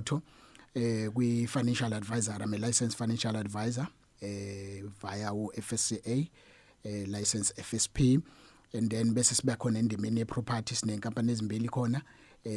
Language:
Zulu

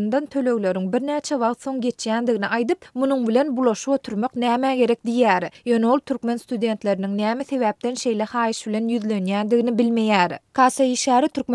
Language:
Turkmen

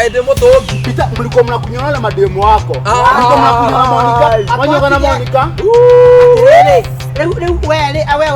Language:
Kikuyu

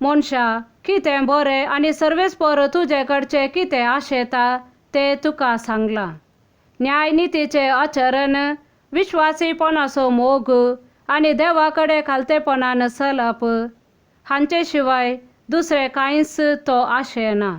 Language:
Konkani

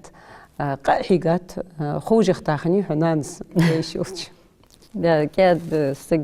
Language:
Ingush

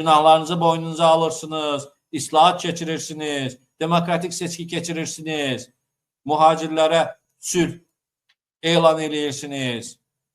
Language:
Azerbaijani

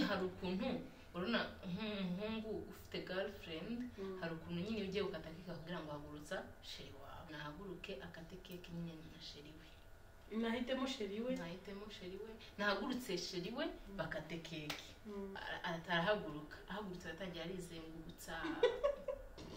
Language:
Kinyarwanda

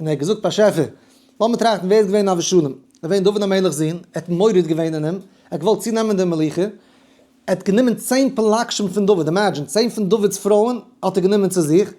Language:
Yiddish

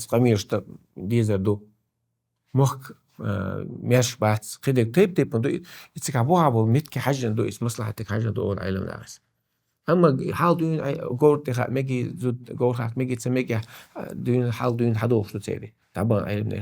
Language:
Chechen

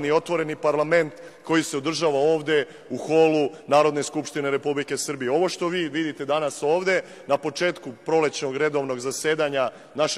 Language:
Serbian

